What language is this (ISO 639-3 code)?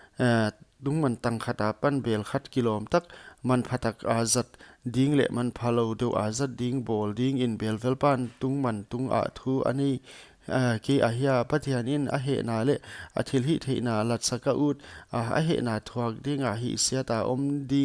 pck